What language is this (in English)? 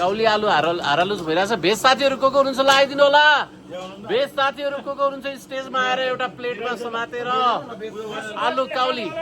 Nepali